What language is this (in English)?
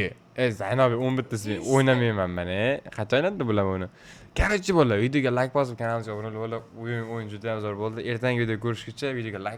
Uzbek